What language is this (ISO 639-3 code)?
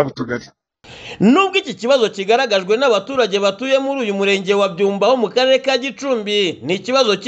kin